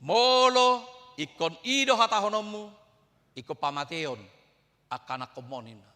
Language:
Batak Toba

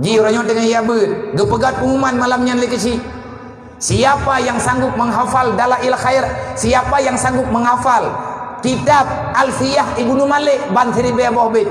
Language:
Achinese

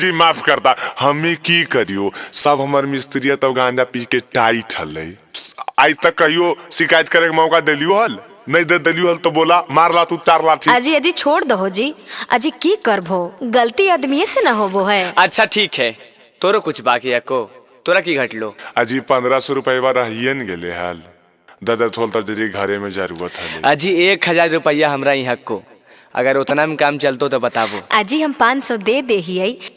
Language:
Magahi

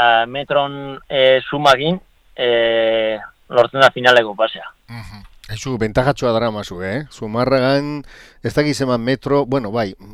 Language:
Basque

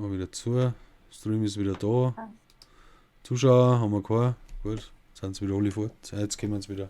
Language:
Bavarian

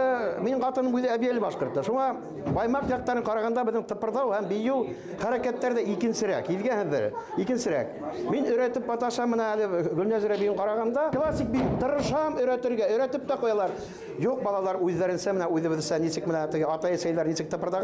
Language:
Bashkir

